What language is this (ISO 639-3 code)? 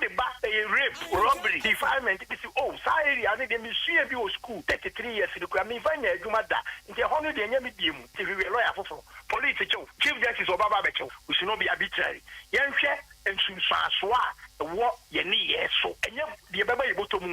aka